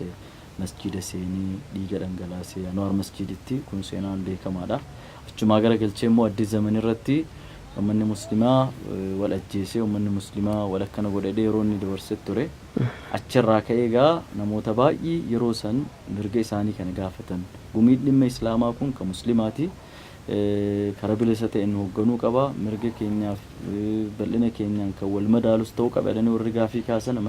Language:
Oromo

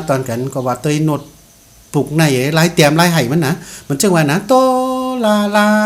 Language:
Shan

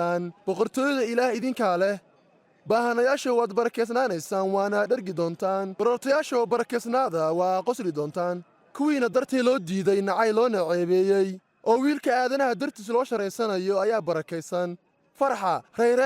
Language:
Somali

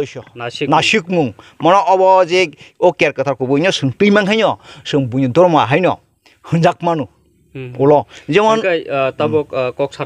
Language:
Kok Borok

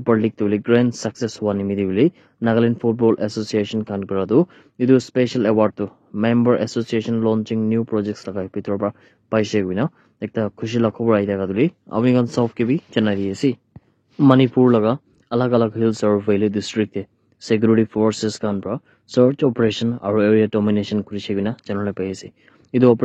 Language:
Naga Pidgin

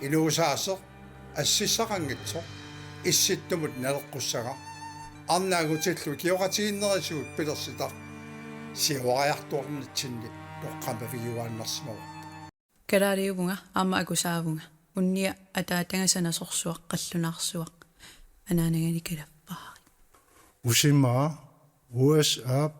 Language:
Kalaallisut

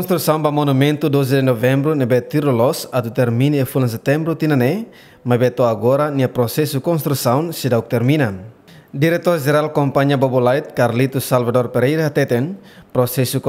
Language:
Tetum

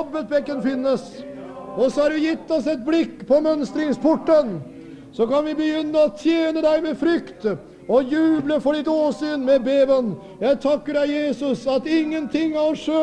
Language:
Norwegian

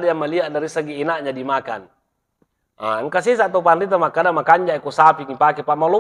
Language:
Buginese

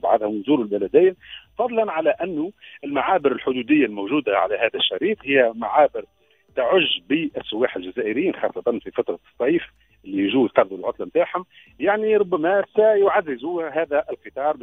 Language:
Tunisian Arabic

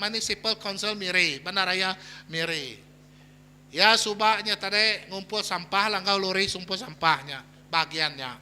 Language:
Iban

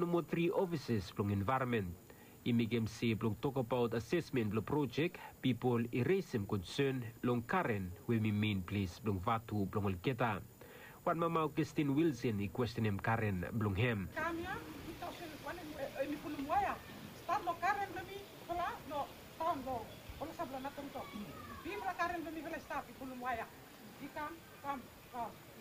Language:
Bislama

